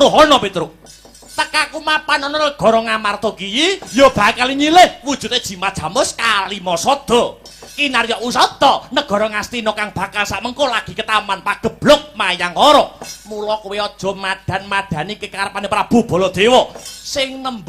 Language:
Javanese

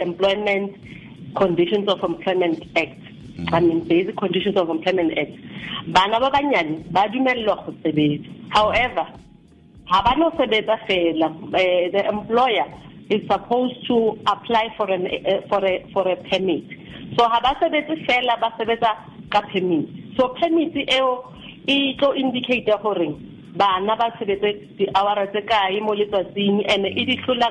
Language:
Southern Sotho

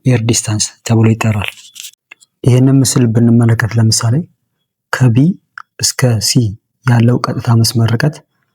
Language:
Amharic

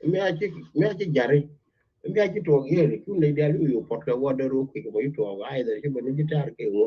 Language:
Nuer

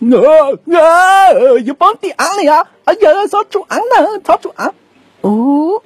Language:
Hmong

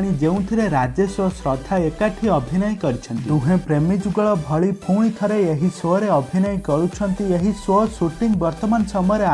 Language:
Odia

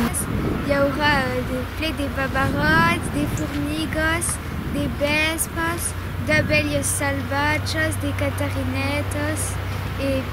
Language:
Occitan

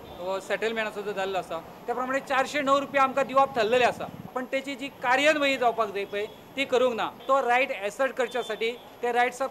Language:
Konkani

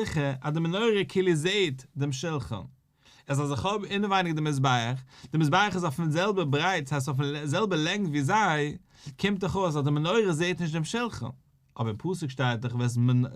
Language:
Yiddish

